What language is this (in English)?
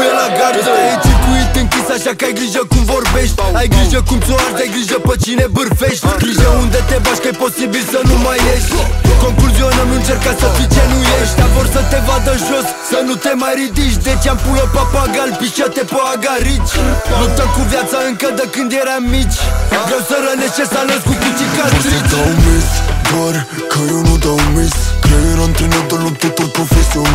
Romanian